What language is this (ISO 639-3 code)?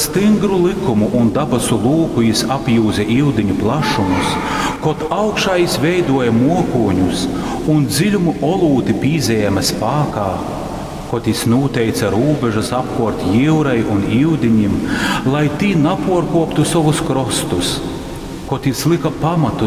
ltg